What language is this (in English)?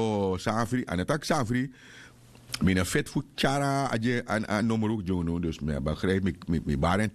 Sranan Tongo